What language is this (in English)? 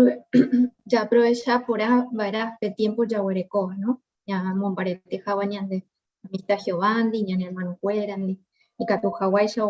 Guarani